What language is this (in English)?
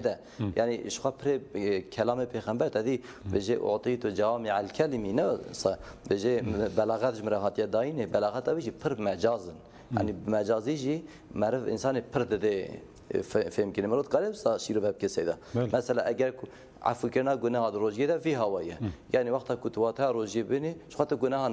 Kurdish